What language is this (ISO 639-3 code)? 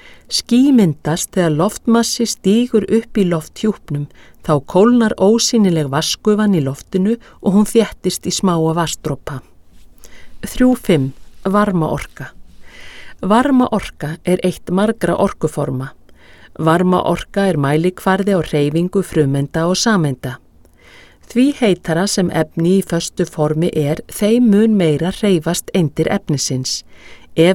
isl